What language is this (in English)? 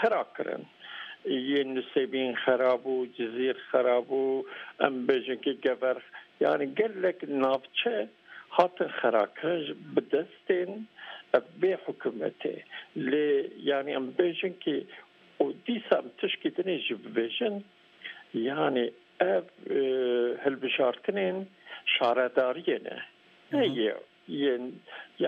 Kurdish